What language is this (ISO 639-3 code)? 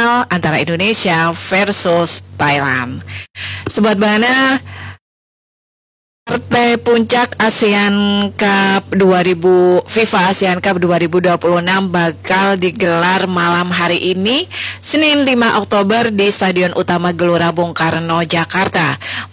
ind